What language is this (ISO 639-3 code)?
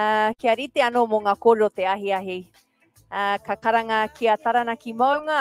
mri